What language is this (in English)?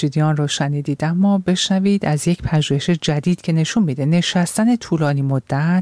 Persian